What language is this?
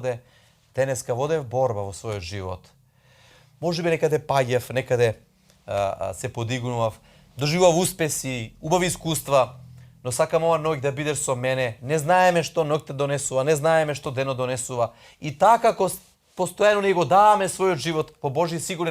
Macedonian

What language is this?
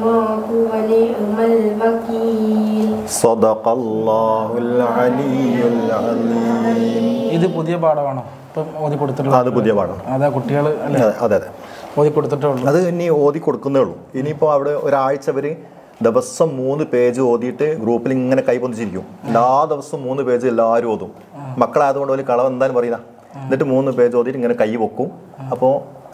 Malayalam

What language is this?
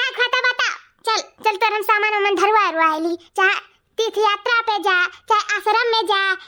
Awadhi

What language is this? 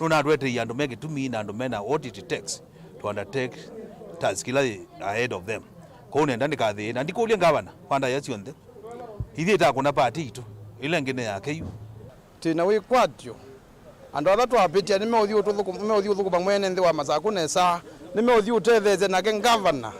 Kamba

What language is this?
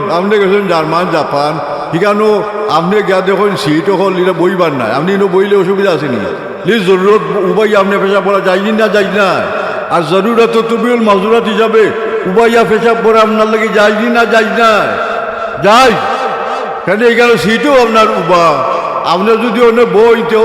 Sylheti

